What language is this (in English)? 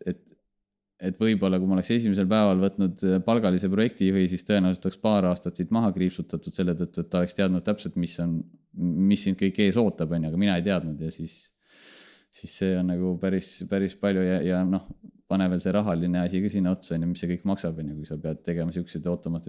Estonian